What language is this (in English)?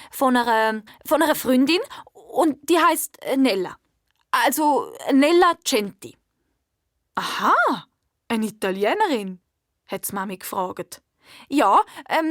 Swiss German